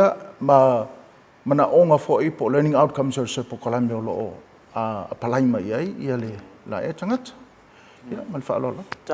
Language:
Samoan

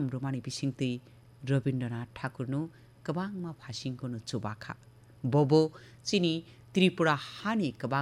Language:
Kok Borok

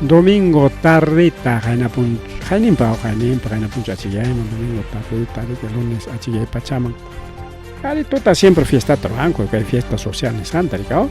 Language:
Ayacucho Quechua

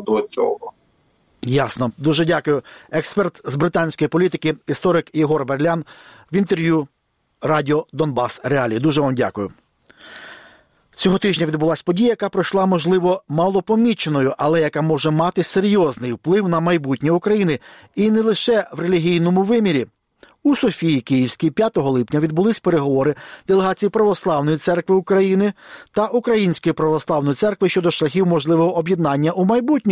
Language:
Ukrainian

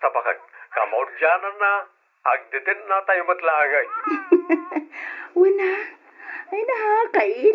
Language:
Iloko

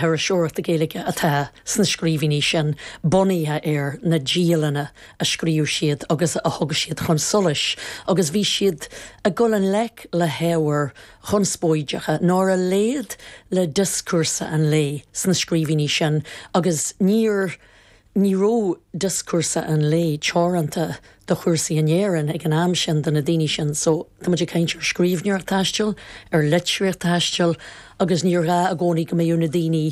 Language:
Irish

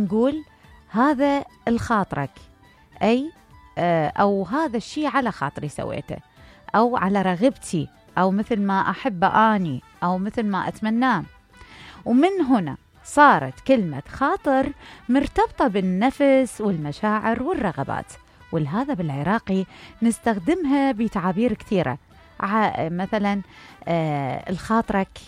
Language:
Mesopotamian Arabic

